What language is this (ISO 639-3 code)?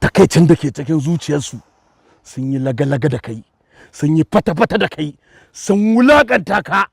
hau